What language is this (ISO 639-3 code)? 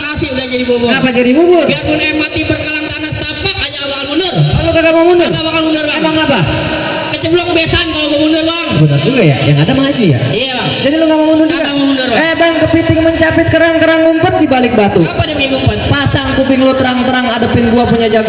bew